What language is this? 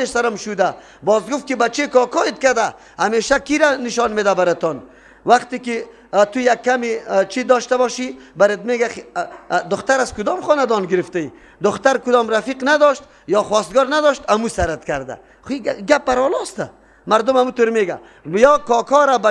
Persian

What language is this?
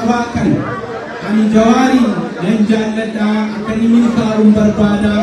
Oromo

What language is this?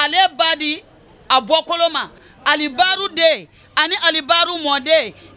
Bambara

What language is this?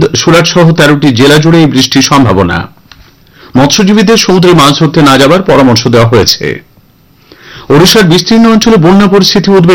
Bangla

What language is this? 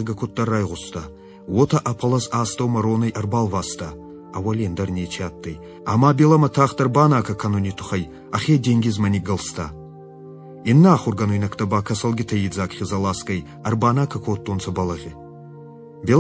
Ossetic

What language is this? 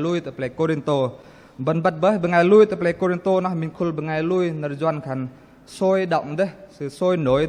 Bahnar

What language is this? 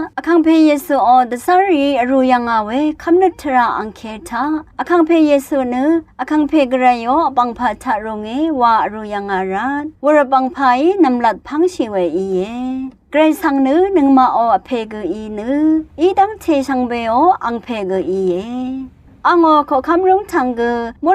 Rawang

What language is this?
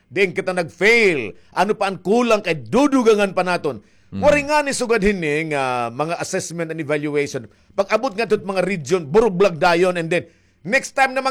Waray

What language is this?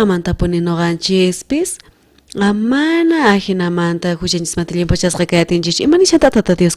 South Bolivian Quechua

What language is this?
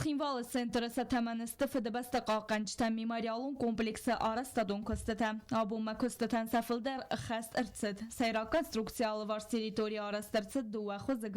Ossetic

